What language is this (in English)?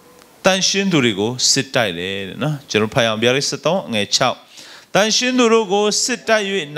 Burmese